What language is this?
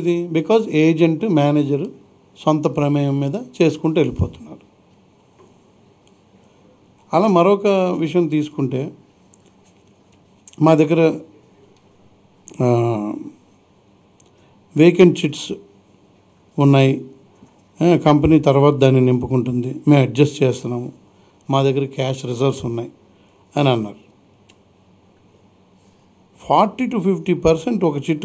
Telugu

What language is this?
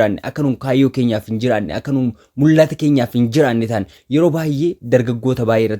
Oromo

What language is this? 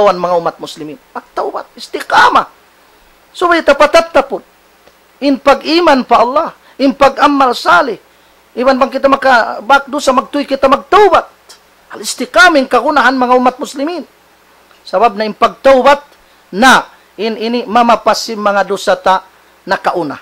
Tausug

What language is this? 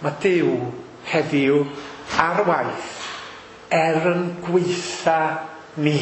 Welsh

